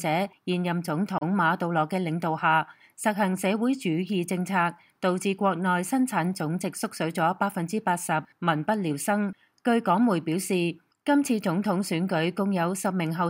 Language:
Cantonese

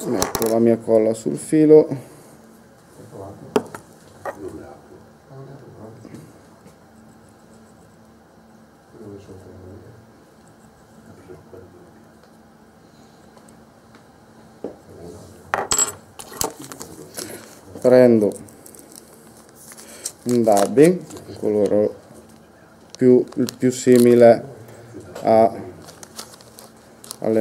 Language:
Italian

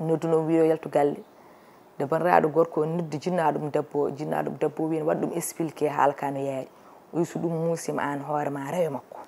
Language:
Fula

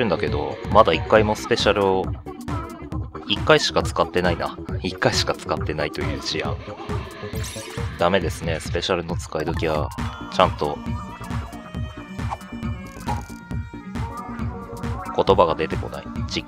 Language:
Japanese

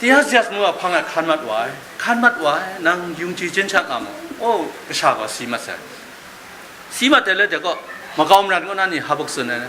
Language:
Kachin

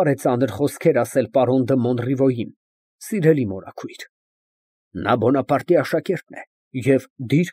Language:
Armenian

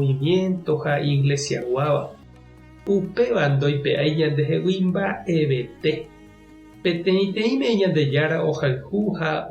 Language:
Guarani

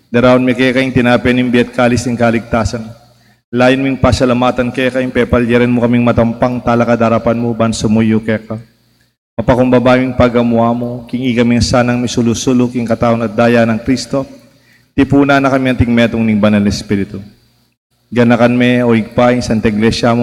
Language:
Pampanga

